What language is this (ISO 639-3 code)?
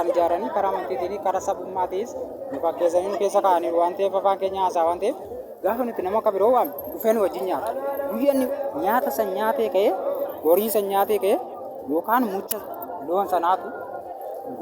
orm